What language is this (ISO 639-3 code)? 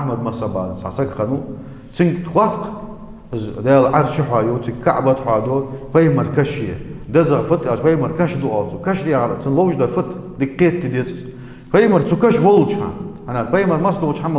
inh